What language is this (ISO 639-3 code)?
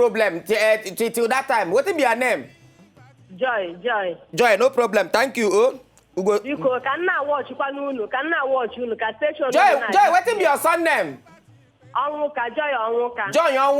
pcm